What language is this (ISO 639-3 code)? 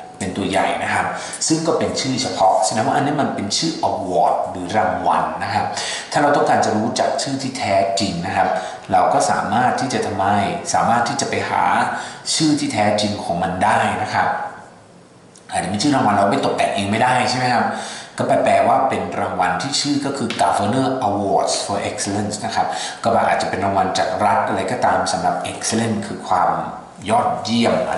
tha